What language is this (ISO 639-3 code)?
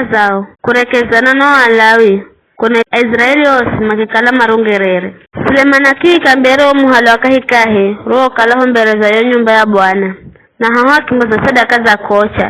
nyf